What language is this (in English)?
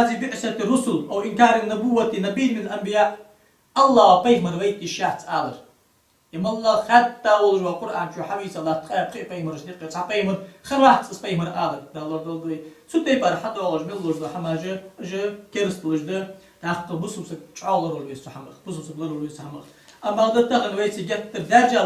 Ingush